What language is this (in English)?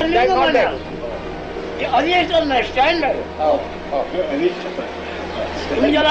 Marathi